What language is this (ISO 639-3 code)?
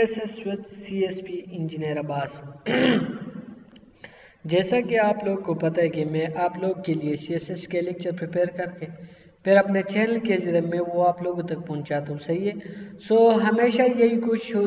urd